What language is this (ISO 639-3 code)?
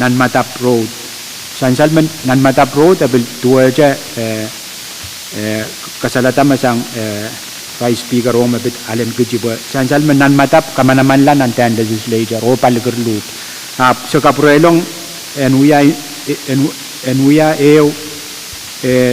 pon